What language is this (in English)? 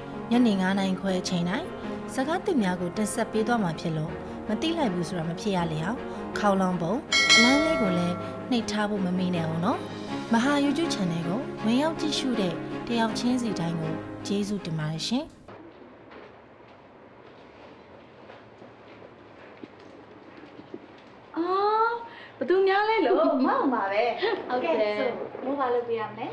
Burmese